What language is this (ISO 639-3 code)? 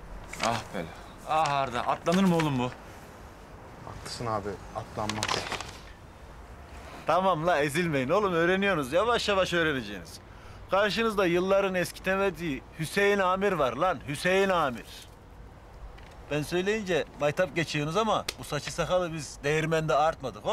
tur